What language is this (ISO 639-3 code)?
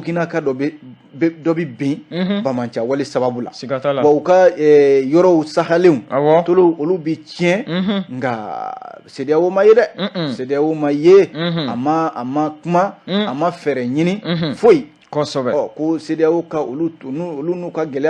bam